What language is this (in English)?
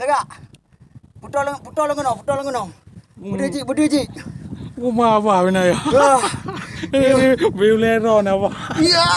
Achinese